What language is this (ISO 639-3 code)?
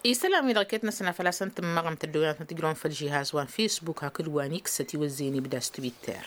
taq